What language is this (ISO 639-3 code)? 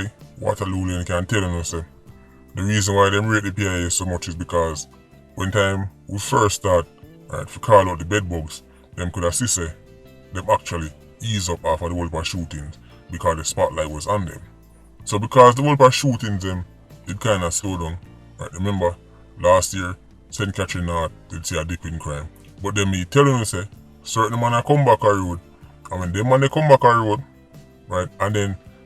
jam